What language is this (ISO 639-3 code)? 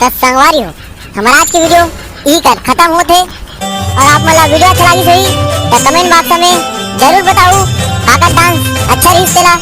hne